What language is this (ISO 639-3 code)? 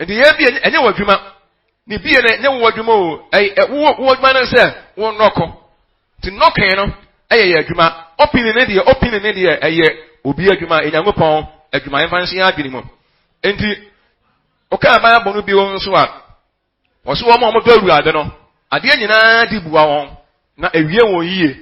aka